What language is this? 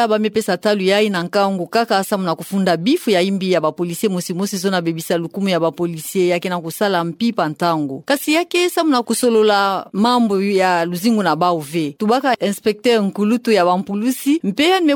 Kituba (Democratic Republic of Congo)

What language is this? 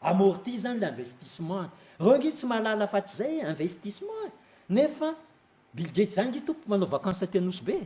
Malagasy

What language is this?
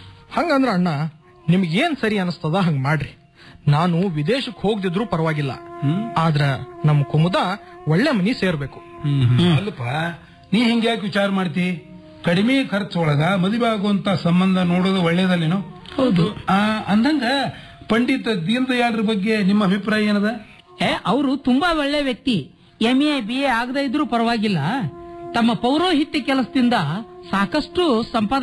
Kannada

